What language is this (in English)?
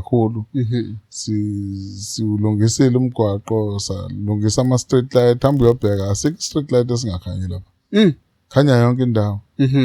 Zulu